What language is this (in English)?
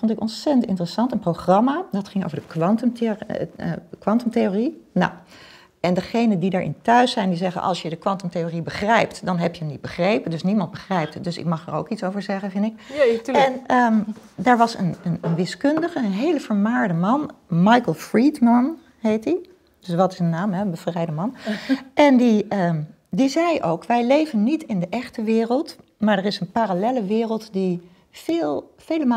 Dutch